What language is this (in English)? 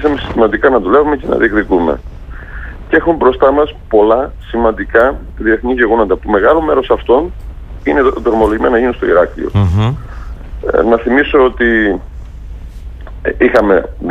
Greek